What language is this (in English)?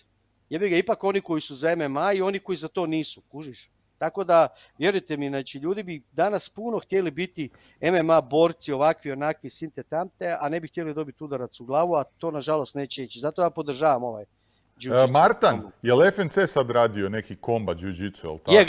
Croatian